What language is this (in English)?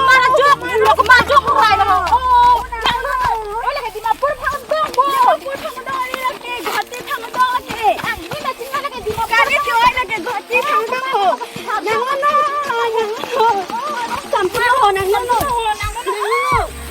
Karbi